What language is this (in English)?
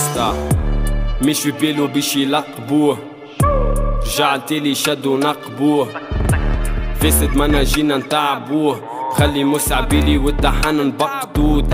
Tunisian Arabic